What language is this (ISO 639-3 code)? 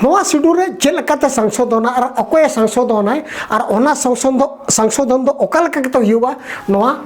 sat